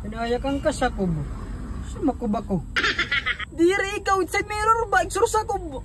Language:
Waray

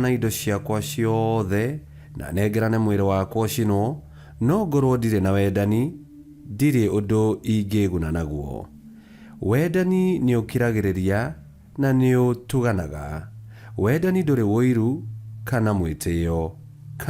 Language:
Kikuyu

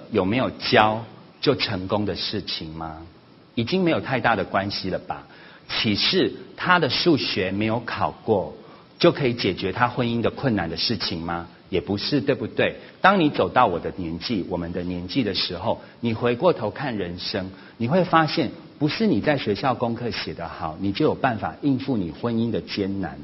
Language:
Chinese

